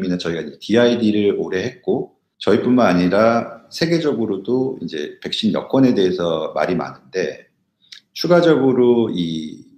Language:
Korean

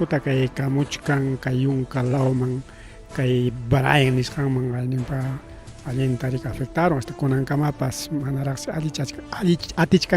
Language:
Ayacucho Quechua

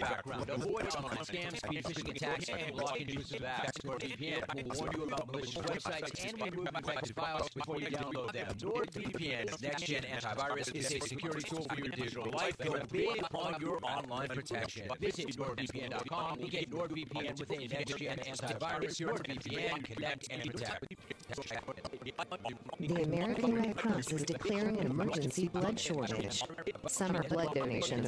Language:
English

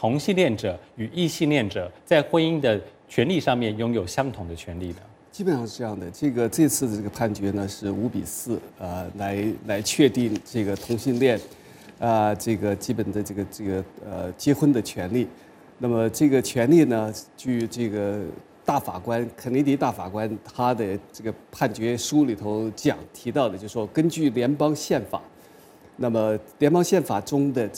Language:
Chinese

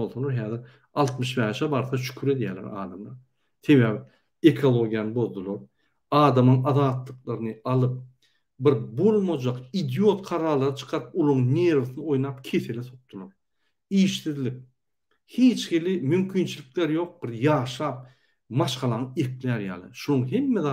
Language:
Turkmen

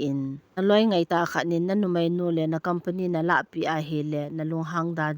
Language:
Thado Chin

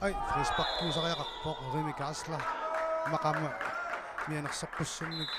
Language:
Kalaallisut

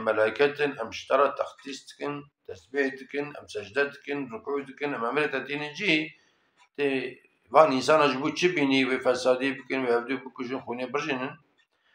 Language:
Kurdish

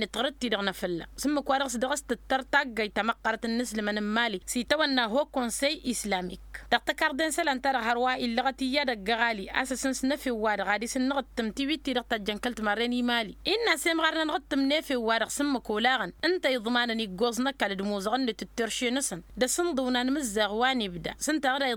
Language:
Tamasheq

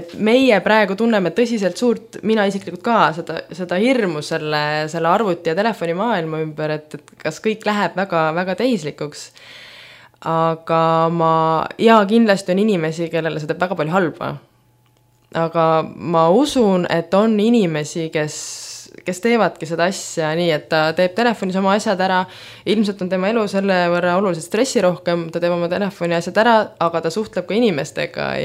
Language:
Estonian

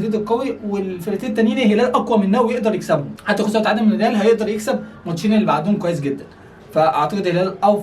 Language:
Egyptian Arabic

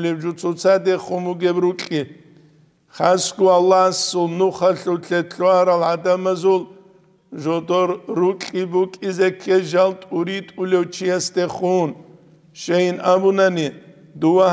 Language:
Avaric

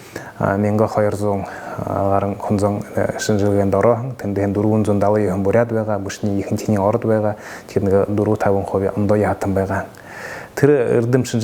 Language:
Buriat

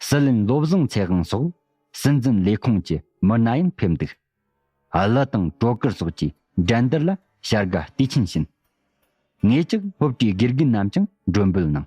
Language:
Tibetan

